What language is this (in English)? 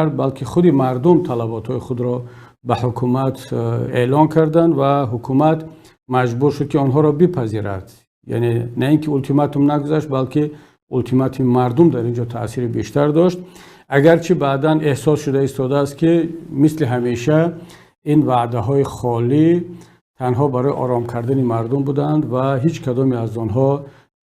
Tajik